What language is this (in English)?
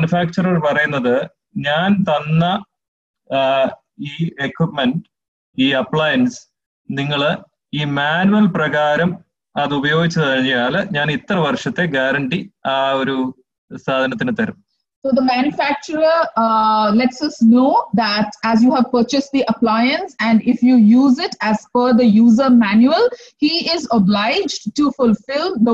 Malayalam